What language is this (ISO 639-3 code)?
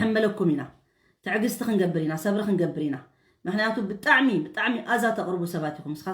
tir